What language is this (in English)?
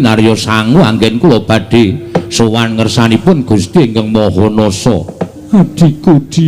Javanese